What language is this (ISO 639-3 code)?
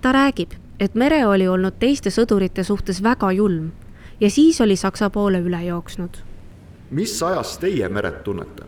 est